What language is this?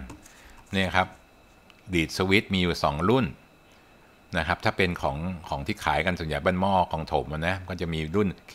Thai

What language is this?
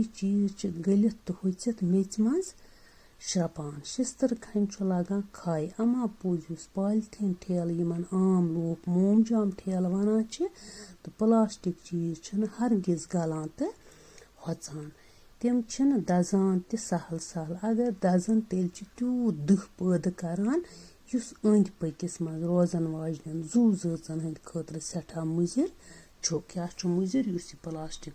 Kashmiri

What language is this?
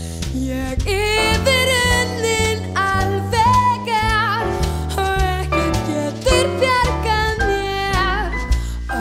Icelandic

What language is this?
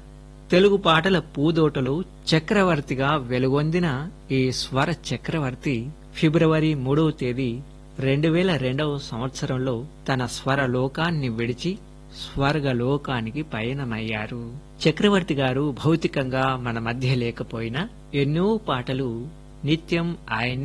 Telugu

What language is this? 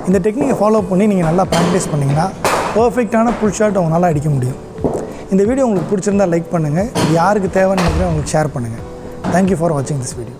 Tamil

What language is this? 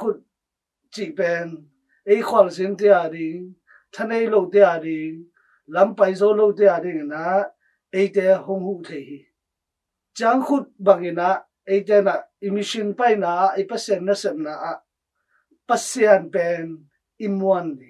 Tedim Chin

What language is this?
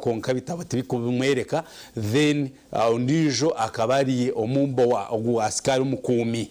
Nyankole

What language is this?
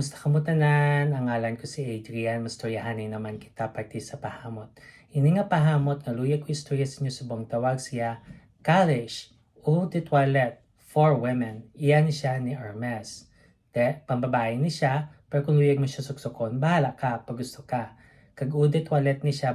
Hiligaynon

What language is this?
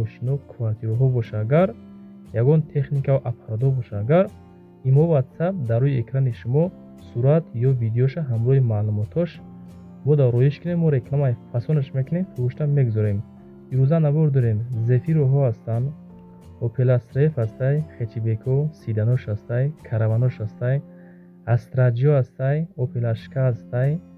Tajik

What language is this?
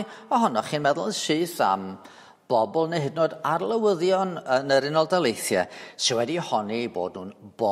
Welsh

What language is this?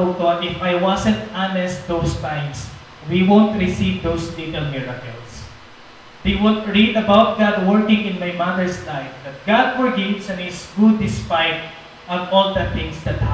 Waray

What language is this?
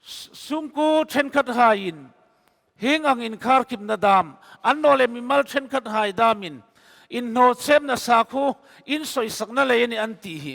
Hmar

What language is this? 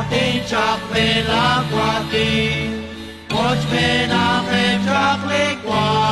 Kekchí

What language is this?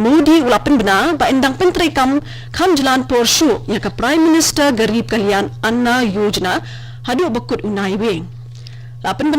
Khasi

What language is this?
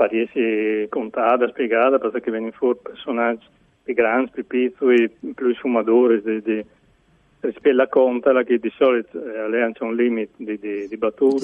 Friulian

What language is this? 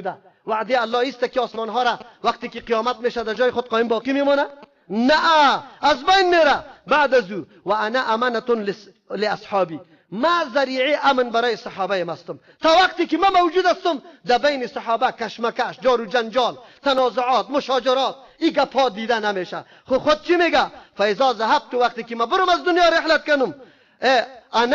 Persian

